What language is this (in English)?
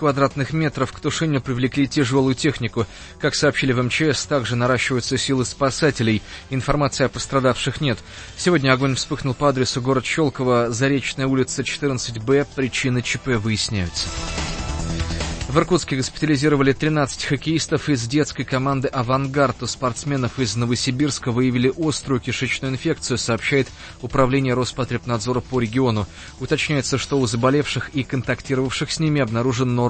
Russian